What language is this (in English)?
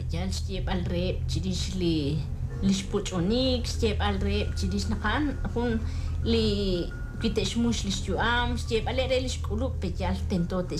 Kekchí